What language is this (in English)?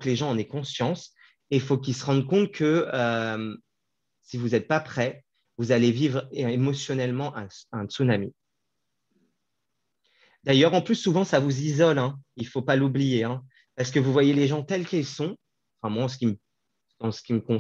French